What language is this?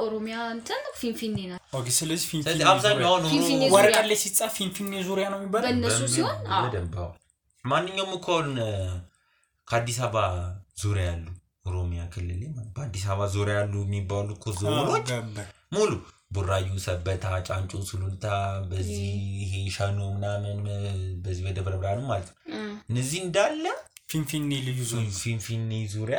Amharic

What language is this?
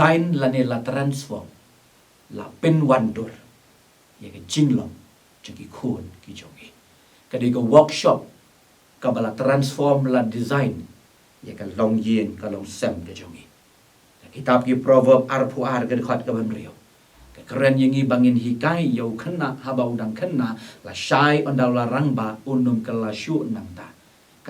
Khasi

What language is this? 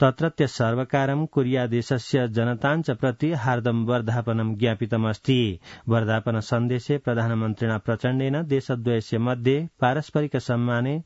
Sanskrit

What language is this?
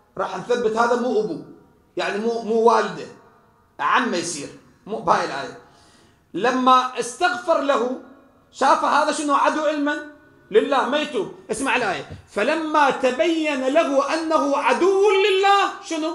Mesopotamian Arabic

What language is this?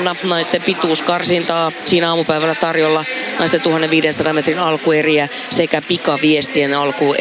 Finnish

